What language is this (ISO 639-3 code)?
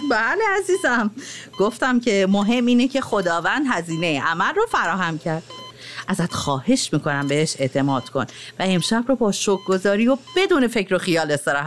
fas